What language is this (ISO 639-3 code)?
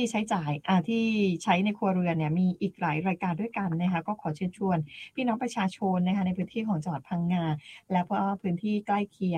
tha